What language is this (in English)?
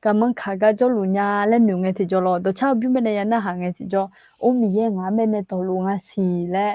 Akha